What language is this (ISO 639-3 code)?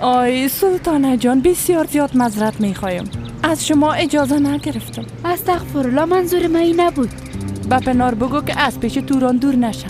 fas